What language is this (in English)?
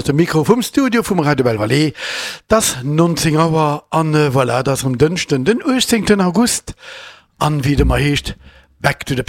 Luxembourgish